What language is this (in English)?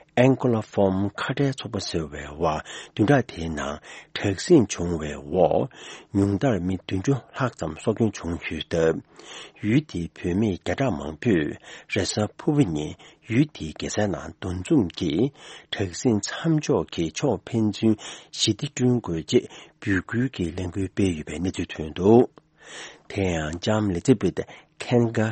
Tibetan